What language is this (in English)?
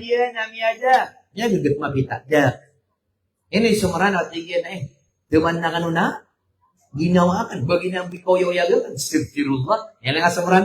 Maranao